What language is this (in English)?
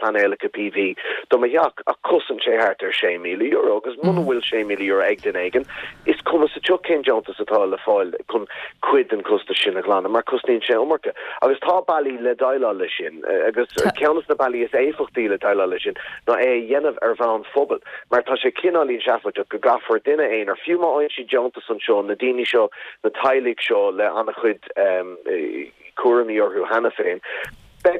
Irish